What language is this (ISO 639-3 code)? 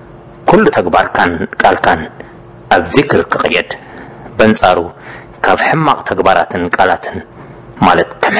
tir